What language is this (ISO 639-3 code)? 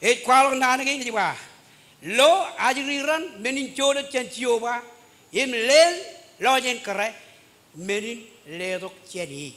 mah